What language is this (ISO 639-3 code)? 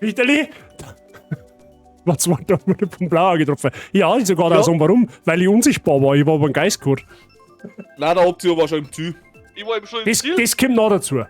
bar